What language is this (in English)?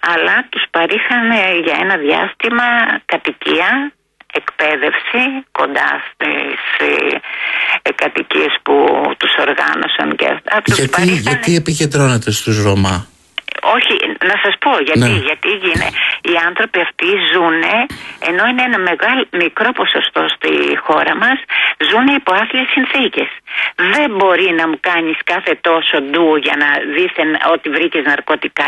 Greek